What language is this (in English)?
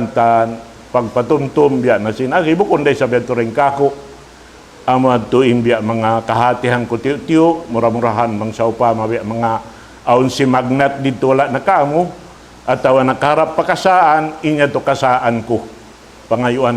Tausug